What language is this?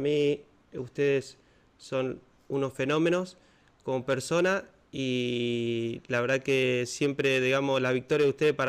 Spanish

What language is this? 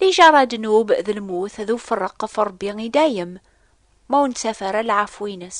Kabyle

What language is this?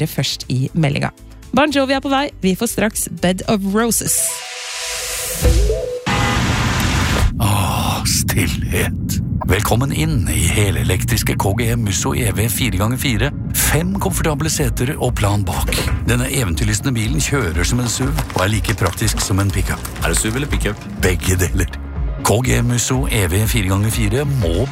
Norwegian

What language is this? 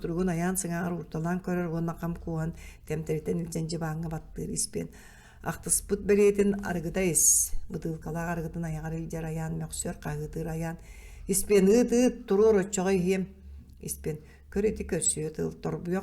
Yakut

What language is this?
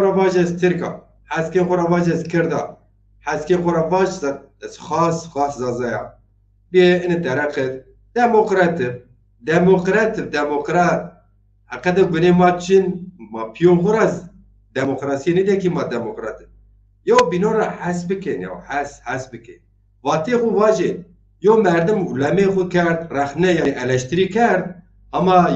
Zaza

